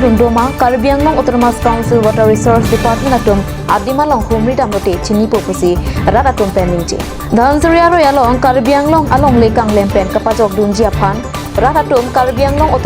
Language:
Karbi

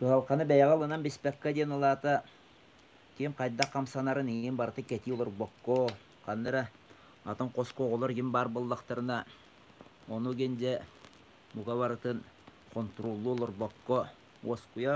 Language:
Yakut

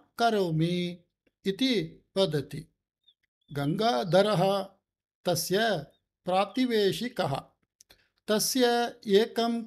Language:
Sanskrit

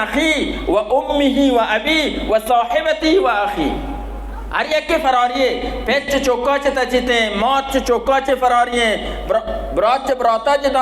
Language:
Baluchi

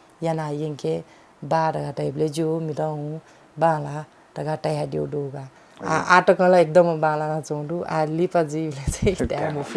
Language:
Newari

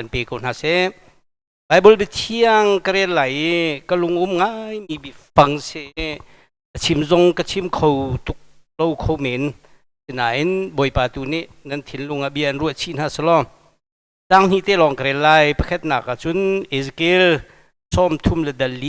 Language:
Hakha Chin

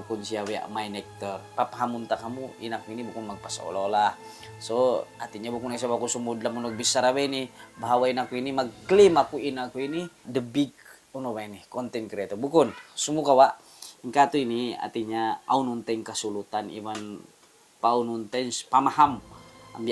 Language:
Tausug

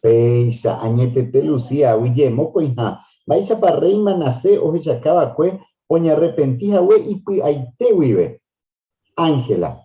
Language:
Guarani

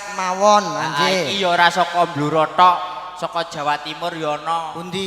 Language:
Javanese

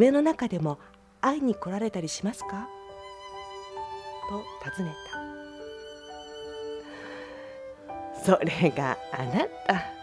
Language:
Japanese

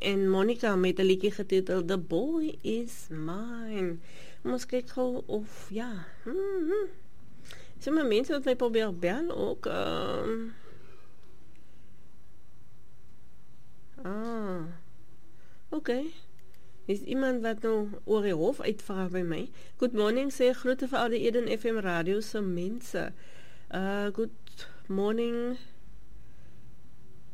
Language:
Afrikaans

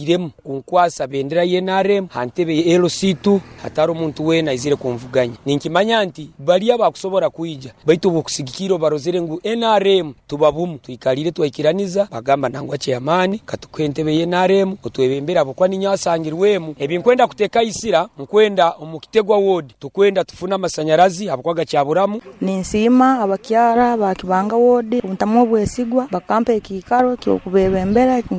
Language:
Nyoro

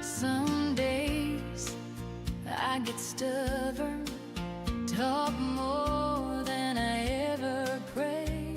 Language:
Gilbertese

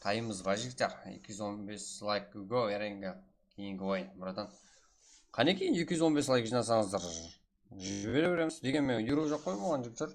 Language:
Kara-Kalpak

